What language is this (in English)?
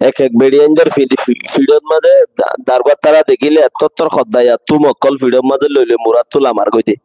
Rohingya